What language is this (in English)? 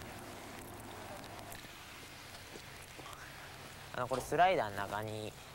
Japanese